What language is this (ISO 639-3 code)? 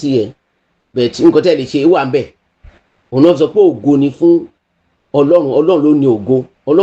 yor